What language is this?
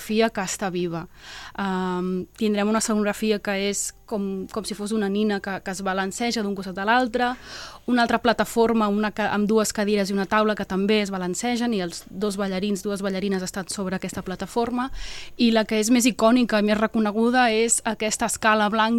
Catalan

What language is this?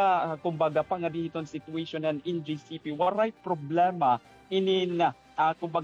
Waray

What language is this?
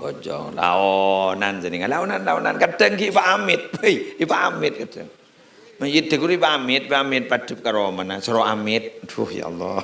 Madurese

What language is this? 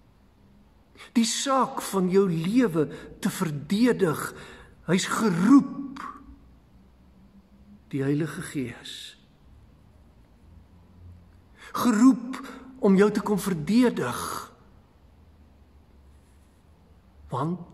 Afrikaans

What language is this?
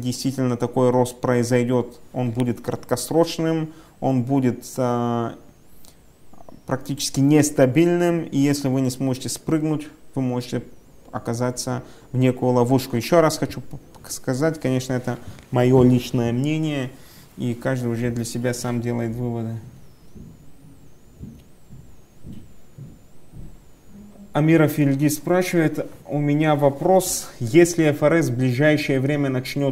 Russian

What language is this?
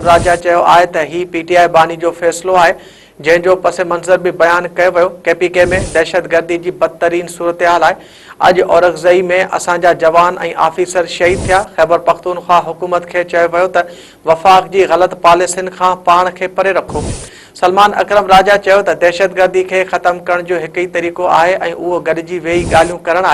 Sindhi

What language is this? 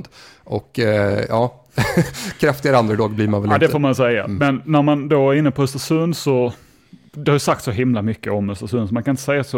Swedish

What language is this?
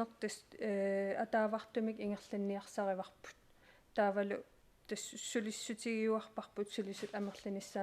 Kalaallisut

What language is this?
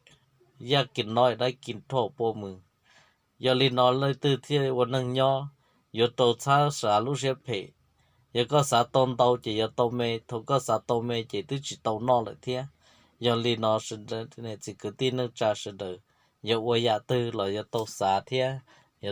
Hmong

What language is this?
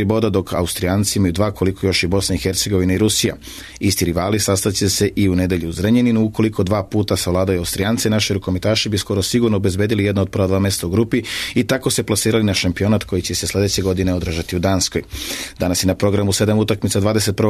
Serbian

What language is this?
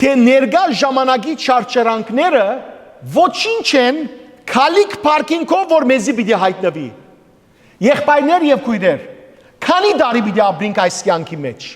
Western Armenian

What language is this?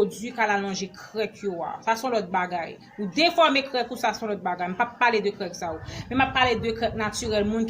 Haitian Creole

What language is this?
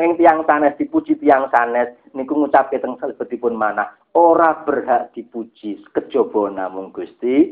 Javanese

